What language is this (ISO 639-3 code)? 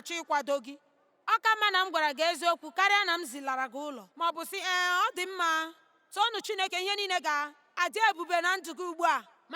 ibo